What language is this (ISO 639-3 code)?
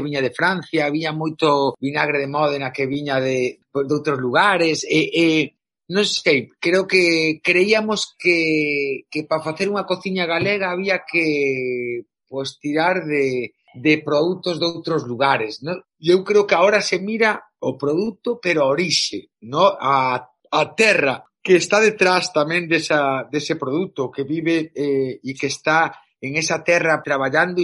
glg